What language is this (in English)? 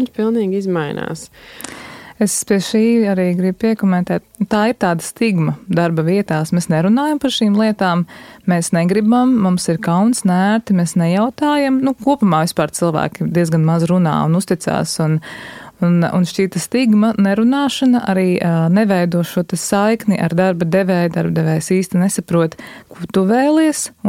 Latvian